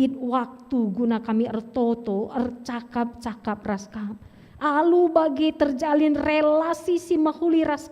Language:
Batak Karo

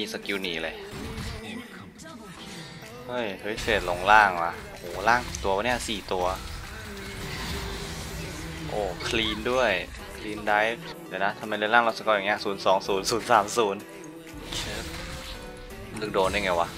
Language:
Thai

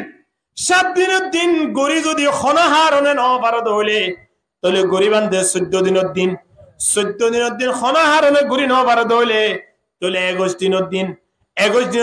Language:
Rohingya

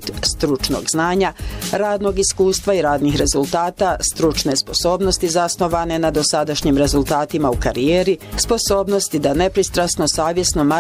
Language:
Bosnian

